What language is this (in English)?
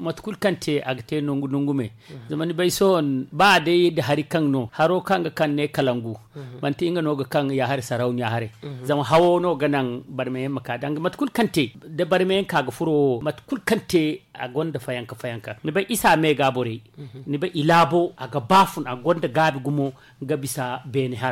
Zarma